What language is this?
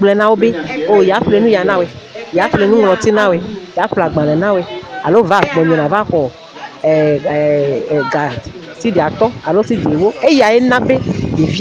Ewe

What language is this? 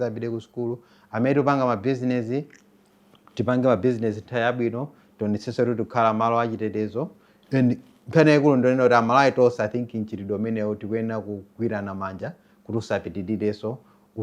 Nyanja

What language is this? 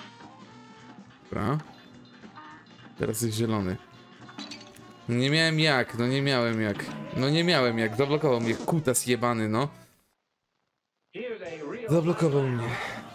Polish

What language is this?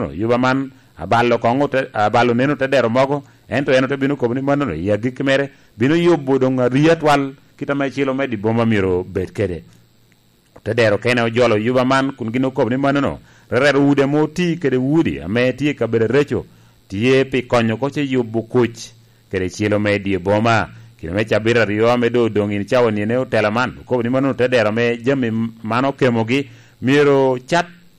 Lango (Uganda)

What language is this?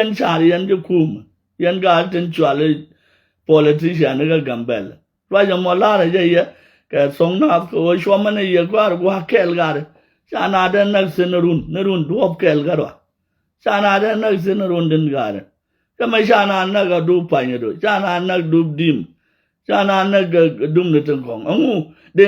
Nuer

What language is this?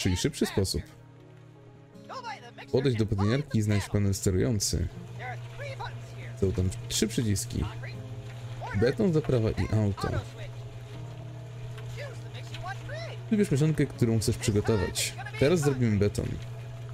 Polish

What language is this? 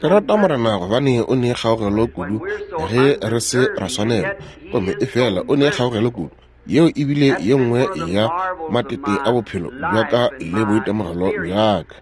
Northern Sotho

